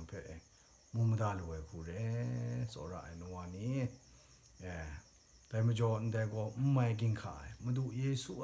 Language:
Kachin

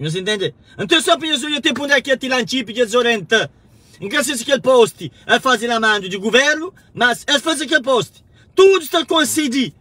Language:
Kabuverdianu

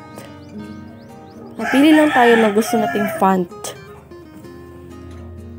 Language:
Filipino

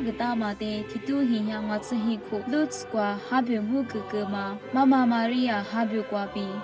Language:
Lisu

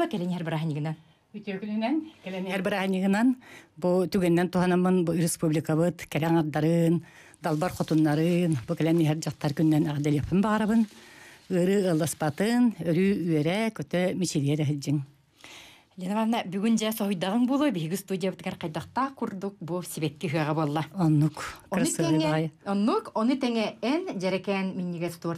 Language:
Yakut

